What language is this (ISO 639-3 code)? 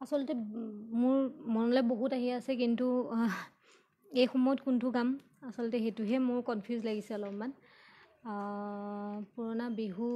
asm